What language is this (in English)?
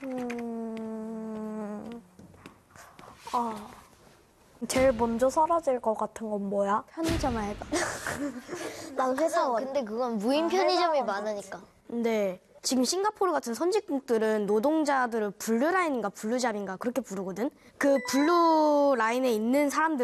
Korean